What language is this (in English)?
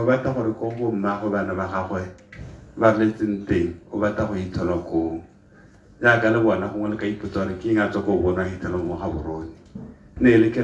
Tswana